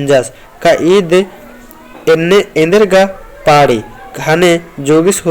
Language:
Kurukh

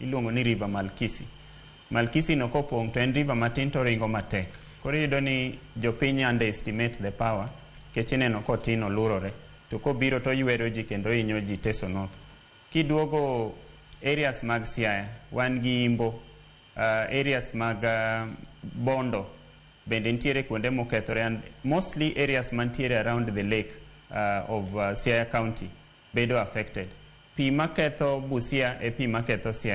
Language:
Luo (Kenya and Tanzania)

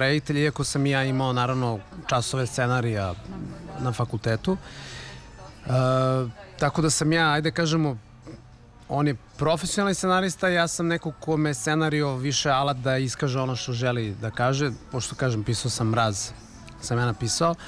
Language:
Serbian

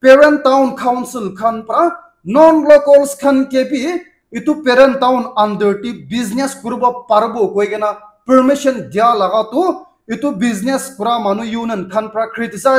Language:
Naga Pidgin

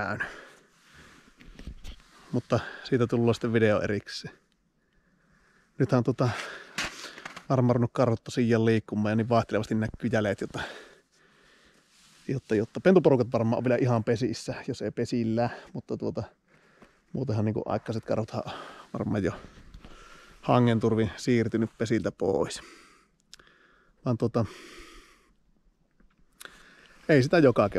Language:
Finnish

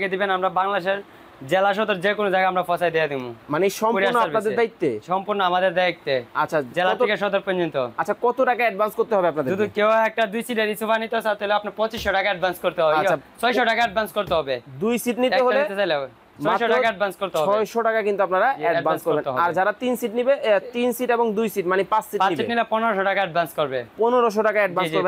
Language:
Bangla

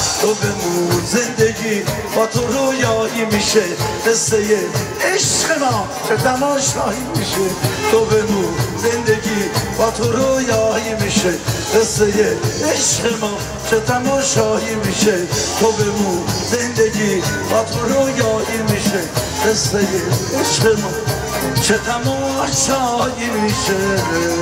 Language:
Persian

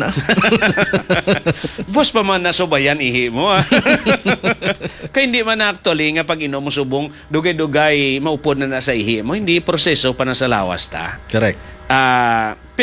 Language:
Hiligaynon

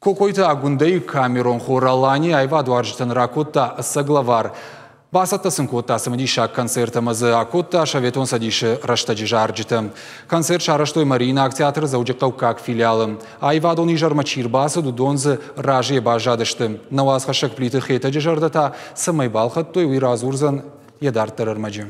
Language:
Ossetic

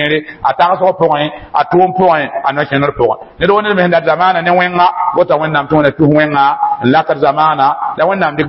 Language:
Mossi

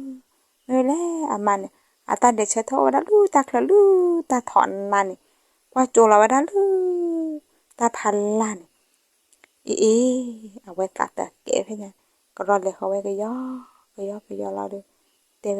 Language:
S'gaw Karen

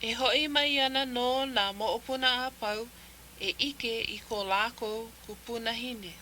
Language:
Hawaiian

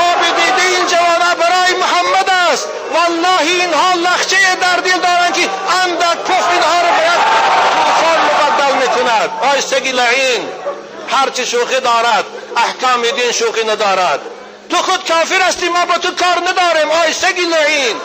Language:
Tajik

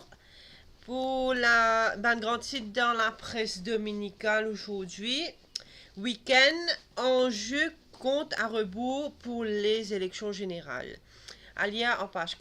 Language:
Morisyen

